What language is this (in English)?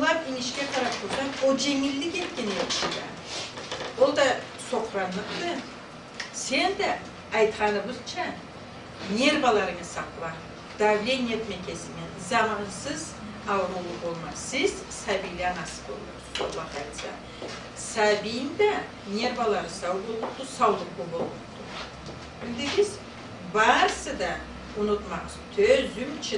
Karachay-Balkar